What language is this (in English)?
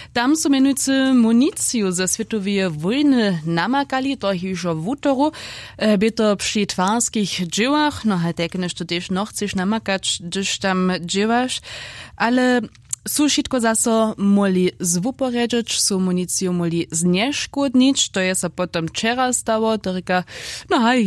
Upper Sorbian